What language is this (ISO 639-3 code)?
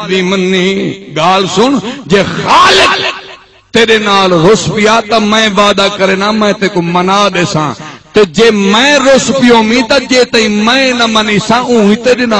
skr